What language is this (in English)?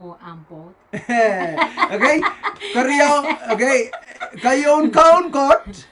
Pohnpeian